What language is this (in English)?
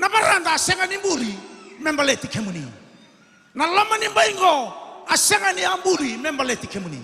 Fijian